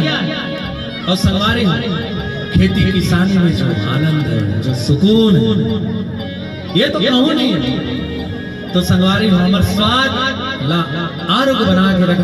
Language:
Chhattisgarhi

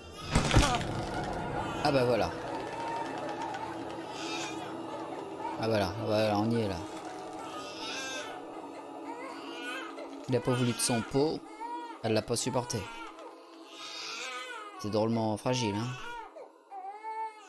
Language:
French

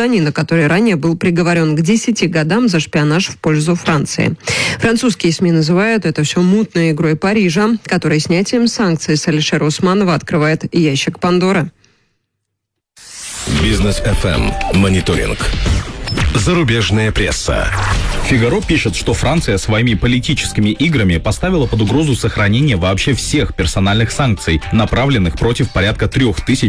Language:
Russian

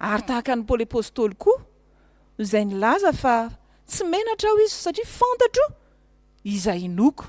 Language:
Malagasy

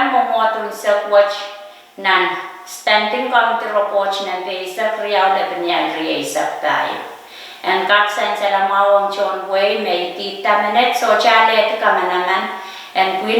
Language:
Pohnpeian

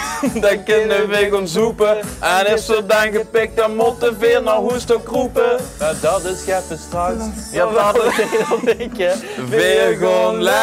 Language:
Limburgish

